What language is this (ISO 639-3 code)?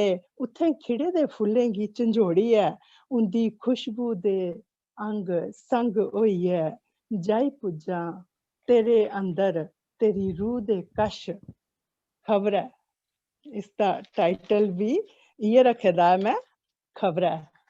doi